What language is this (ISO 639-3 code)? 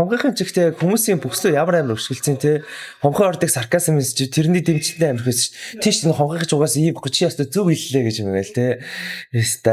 mon